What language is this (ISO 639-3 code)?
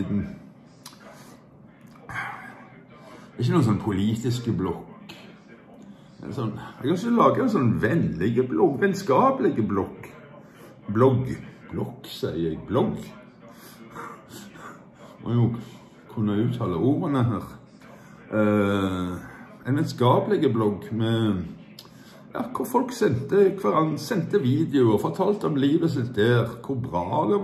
nor